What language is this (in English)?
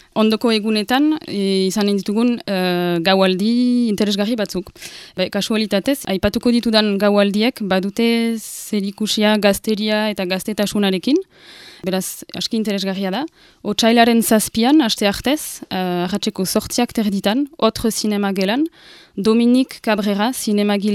Basque